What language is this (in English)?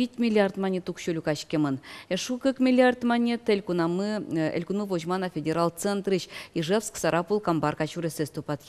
Udmurt